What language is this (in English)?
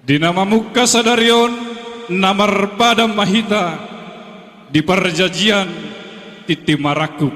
Batak Toba